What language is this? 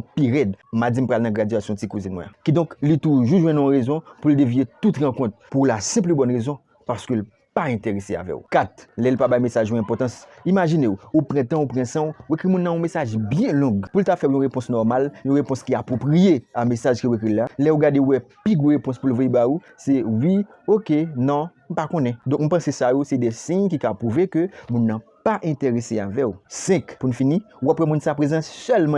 Haitian Creole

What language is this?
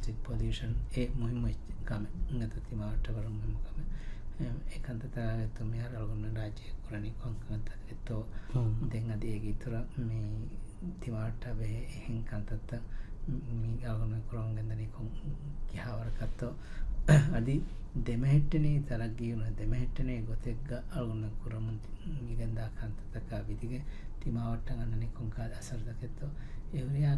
Divehi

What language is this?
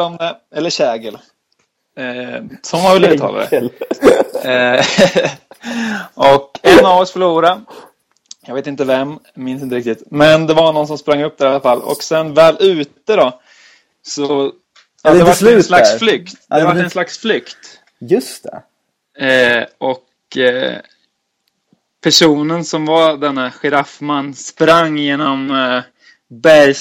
Swedish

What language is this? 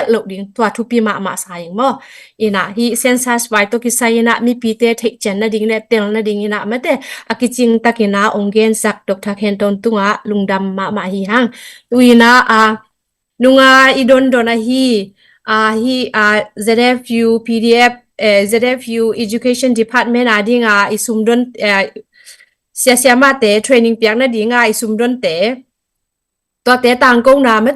Tedim Chin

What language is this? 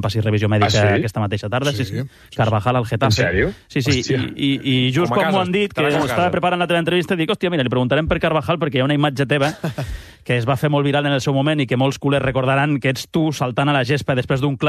Catalan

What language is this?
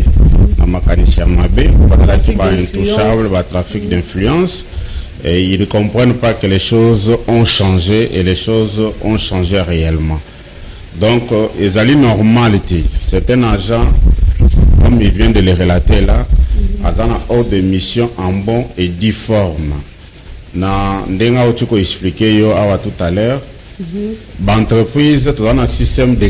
Lingala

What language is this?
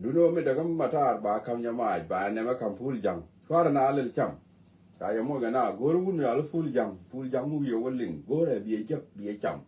Nuer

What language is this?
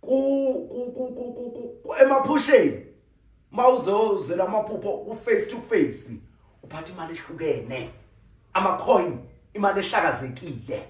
Zulu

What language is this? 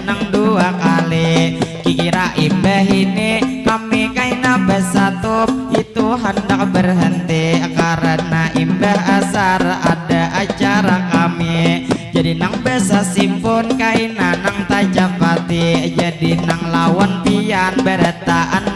Banjar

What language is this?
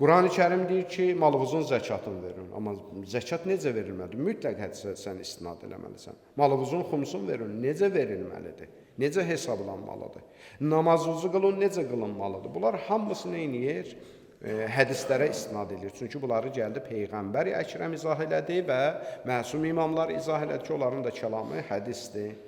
Azerbaijani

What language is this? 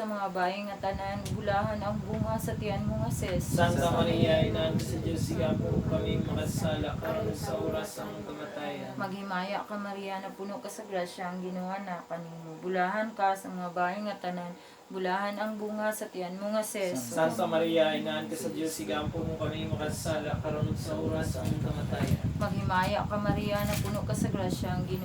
Cebuano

